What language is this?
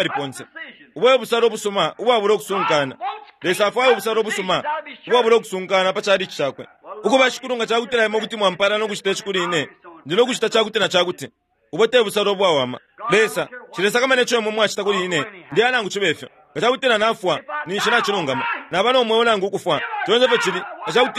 Bemba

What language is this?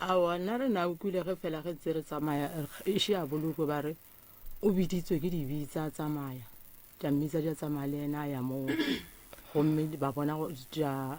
Northern Sotho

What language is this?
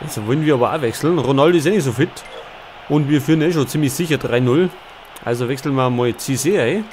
Bavarian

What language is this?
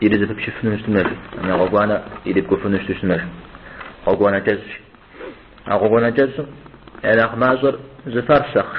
Kabardian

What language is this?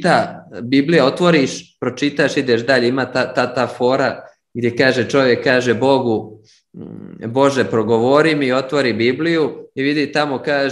Serbian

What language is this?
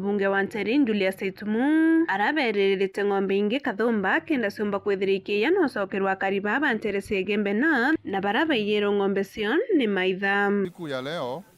Meru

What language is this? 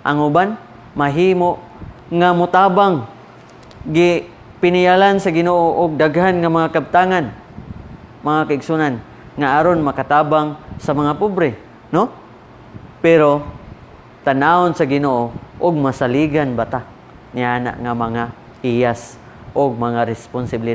Cebuano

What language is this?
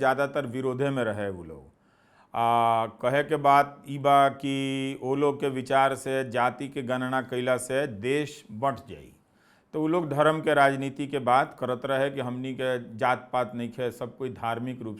Bhojpuri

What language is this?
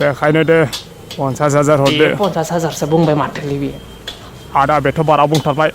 Bodo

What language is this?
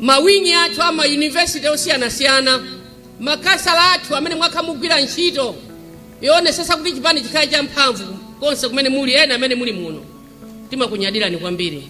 Nyanja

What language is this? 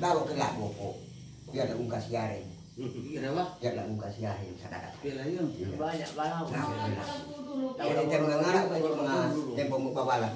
Manado Malay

